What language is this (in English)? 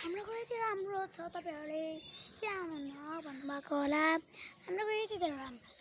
Nepali